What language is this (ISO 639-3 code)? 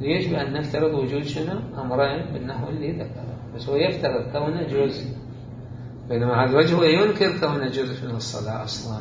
acm